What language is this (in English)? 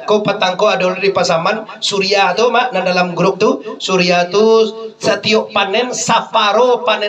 Minangkabau